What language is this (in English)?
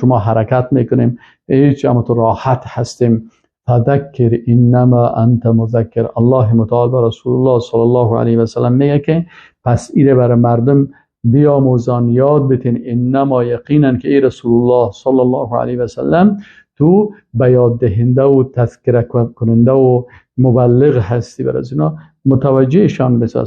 Persian